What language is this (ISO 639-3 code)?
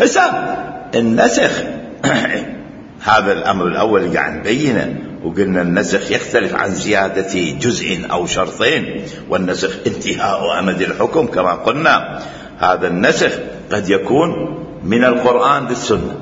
acm